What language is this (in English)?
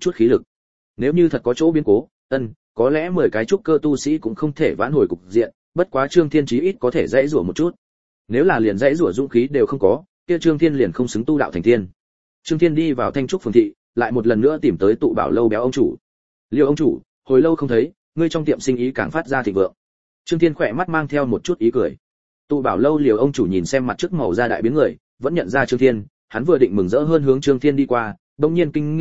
Vietnamese